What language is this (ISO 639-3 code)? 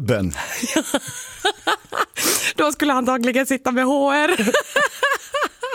swe